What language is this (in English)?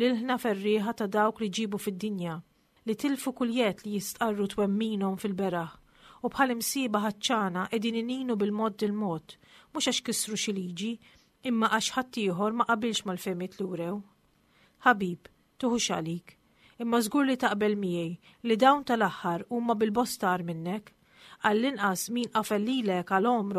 Maltese